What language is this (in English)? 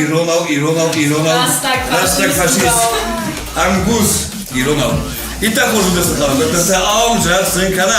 Ossetic